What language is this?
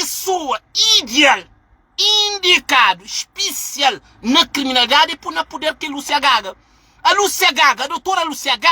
Kabuverdianu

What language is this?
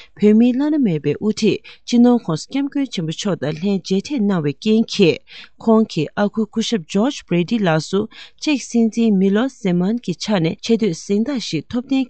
Tibetan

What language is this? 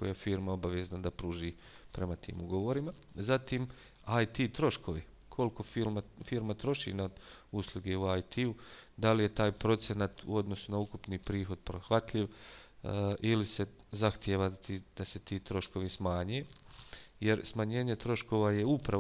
Bosnian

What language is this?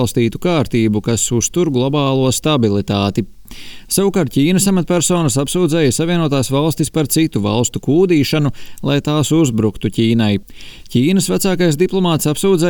Latvian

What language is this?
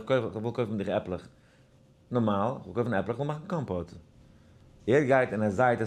Yiddish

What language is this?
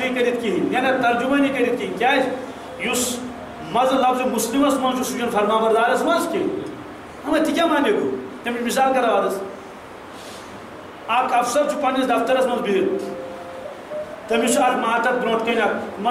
Kashmiri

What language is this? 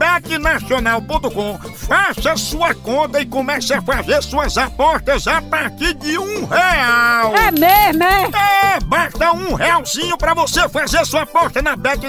Portuguese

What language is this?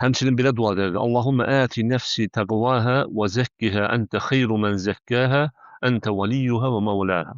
Azerbaijani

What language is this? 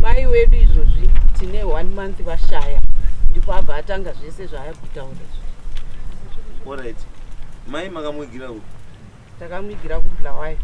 Shona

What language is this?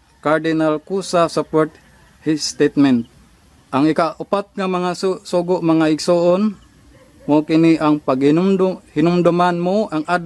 Cebuano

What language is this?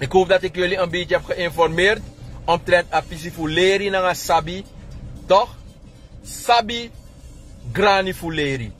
Sranan Tongo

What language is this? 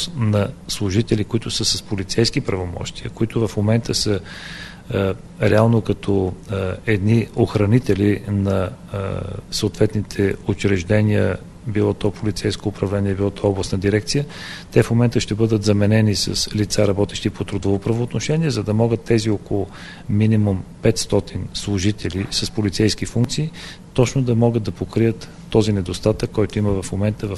Bulgarian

